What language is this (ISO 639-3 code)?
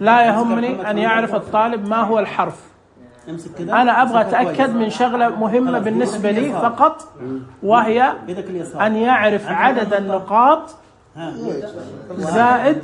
ars